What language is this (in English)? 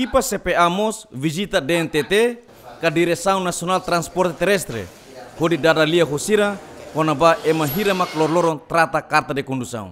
Tetum